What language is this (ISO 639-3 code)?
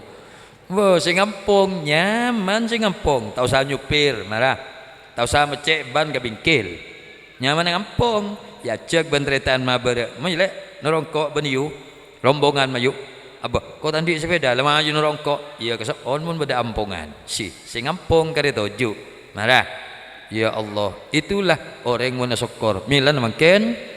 mad